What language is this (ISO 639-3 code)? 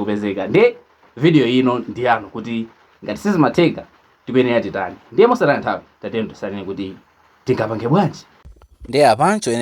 nya